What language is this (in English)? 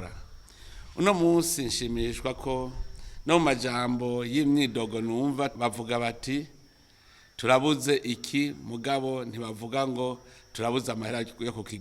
Rundi